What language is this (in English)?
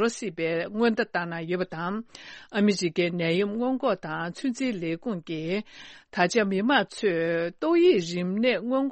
Tibetan